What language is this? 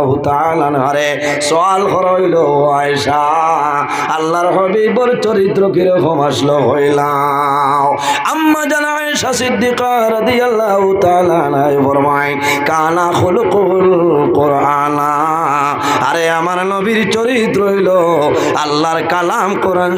Sylheti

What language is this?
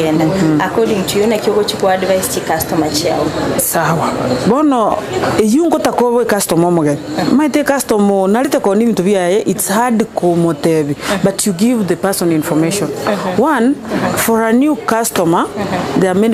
Gusii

